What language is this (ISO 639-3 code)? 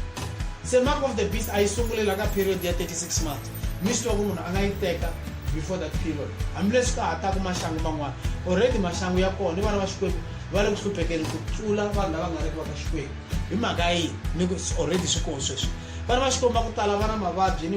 tso